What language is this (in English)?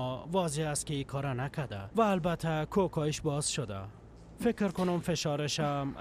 Persian